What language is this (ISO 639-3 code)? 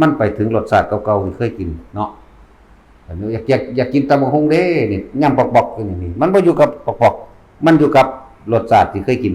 tts